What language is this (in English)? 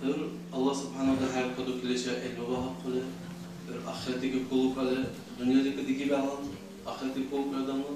Dargwa